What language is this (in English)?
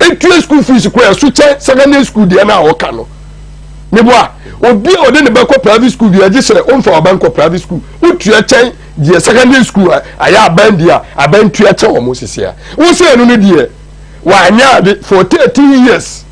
Akan